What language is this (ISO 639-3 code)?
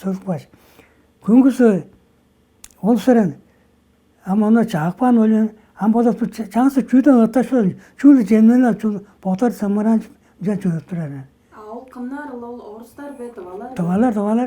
tyv